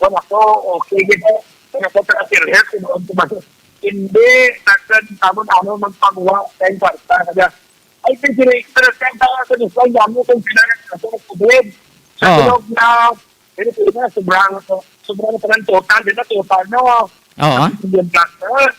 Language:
Hiligaynon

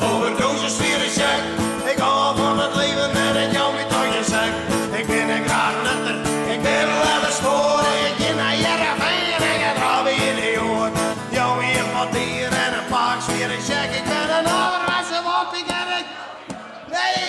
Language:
Western Frisian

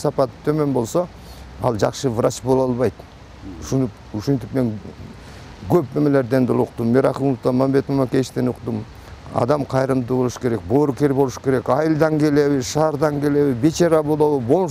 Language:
Kyrgyz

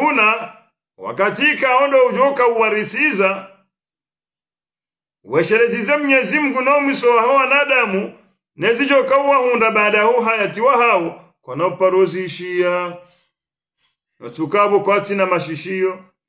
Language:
Swahili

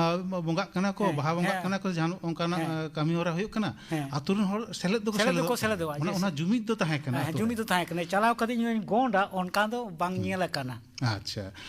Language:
Santali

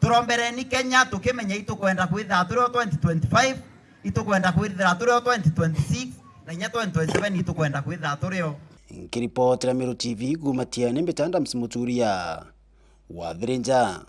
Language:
Meru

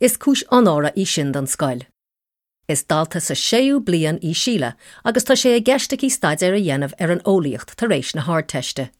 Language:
Irish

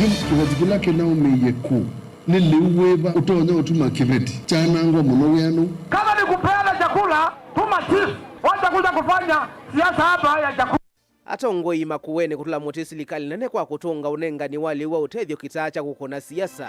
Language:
Kamba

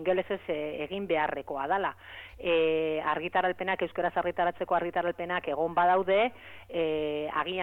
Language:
Basque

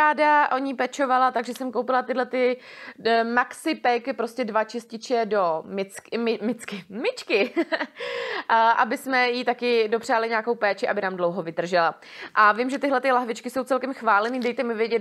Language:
Czech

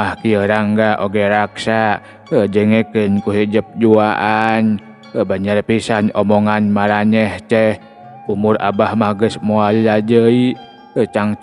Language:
Sundanese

